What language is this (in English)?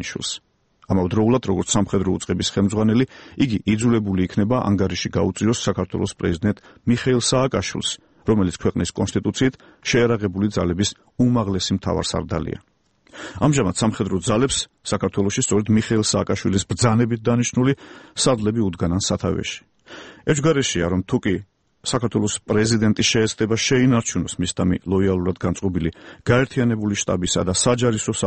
Georgian